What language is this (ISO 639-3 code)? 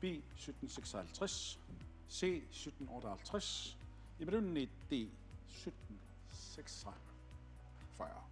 kal